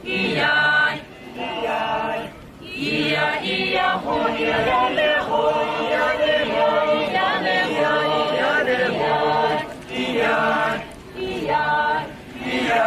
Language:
Poumei Naga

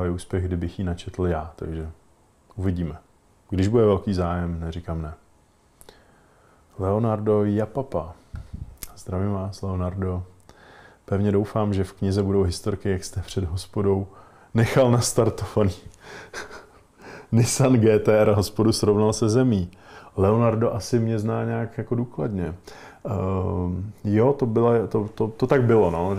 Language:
Czech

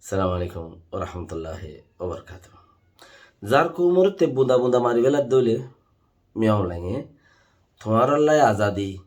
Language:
Rohingya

